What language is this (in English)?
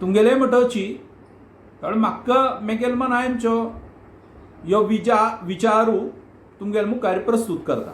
Konkani